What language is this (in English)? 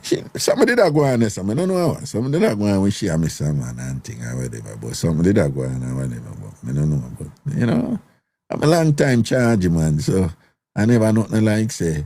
Jamaican Creole English